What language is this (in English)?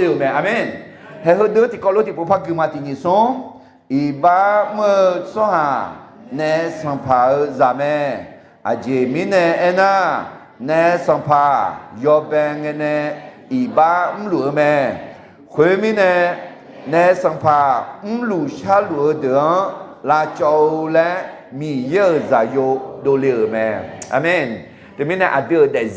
Akha